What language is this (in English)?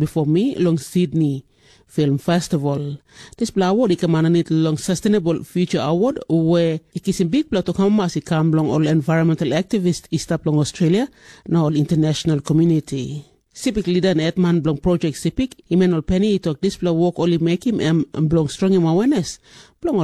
Tok Pisin